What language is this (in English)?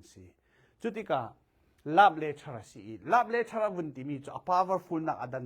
Falam Chin